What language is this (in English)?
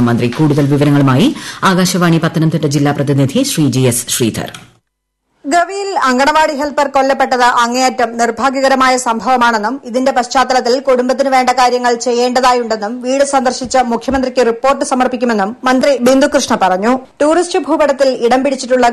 Malayalam